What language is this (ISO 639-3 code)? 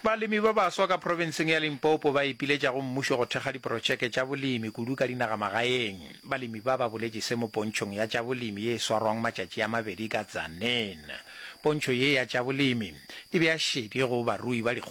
nso